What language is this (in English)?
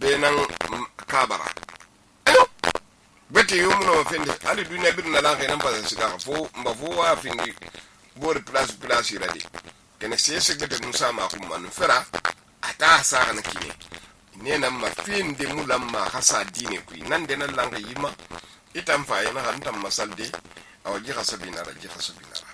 Susu